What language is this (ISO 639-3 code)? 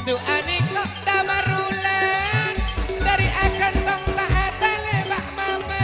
mad